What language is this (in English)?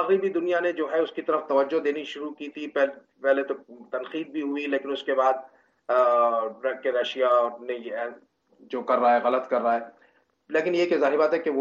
Urdu